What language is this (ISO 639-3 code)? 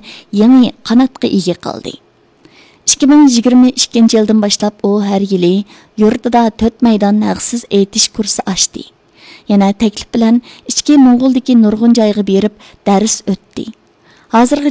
uig